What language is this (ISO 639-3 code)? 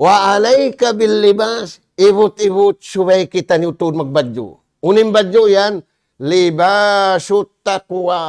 tsg